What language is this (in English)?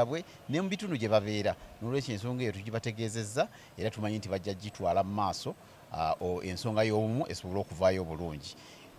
Ganda